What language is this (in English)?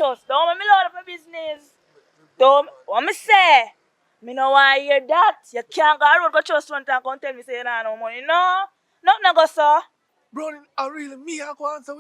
Jamaican Creole English